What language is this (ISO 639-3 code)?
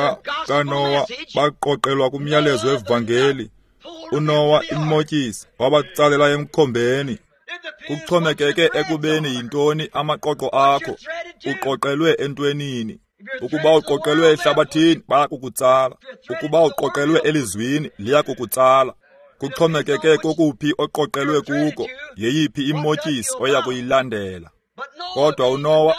xho